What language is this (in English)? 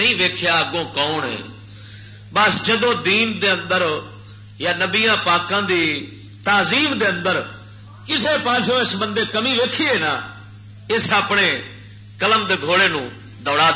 Western Panjabi